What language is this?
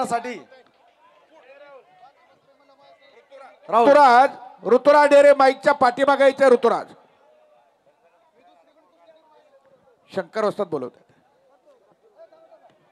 Marathi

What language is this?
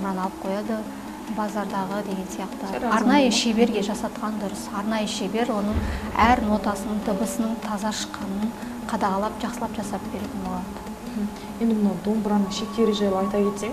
Kazakh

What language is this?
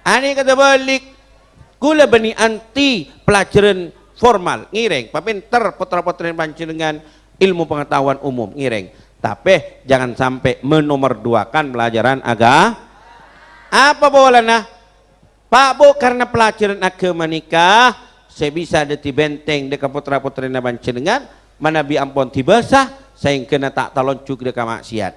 Madurese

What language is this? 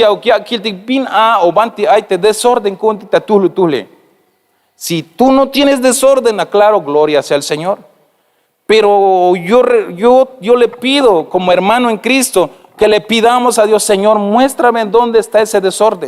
Tzeltal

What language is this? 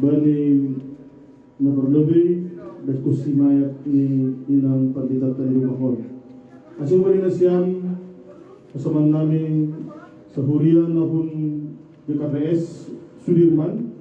Batak Simalungun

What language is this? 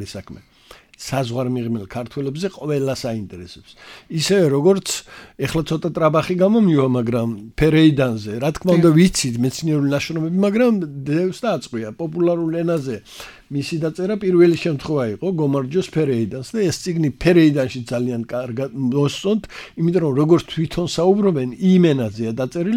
Georgian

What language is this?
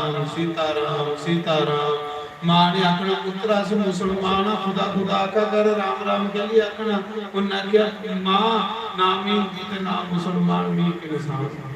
Dogri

